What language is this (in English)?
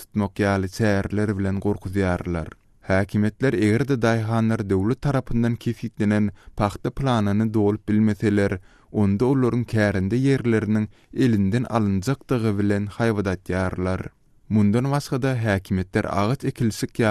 Turkmen